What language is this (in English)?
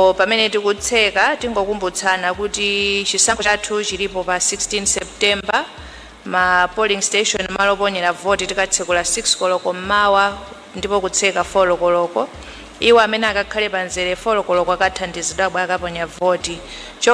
Nyanja